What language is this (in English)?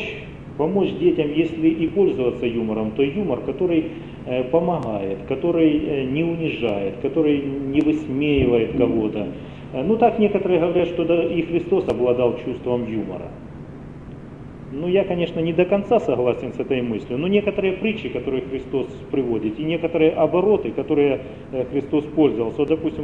Russian